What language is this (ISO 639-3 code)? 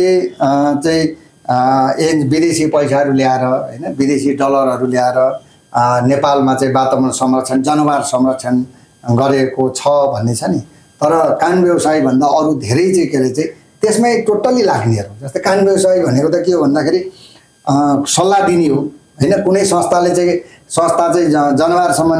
nep